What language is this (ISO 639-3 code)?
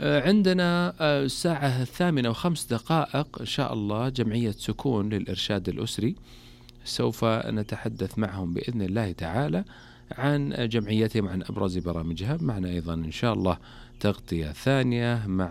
ars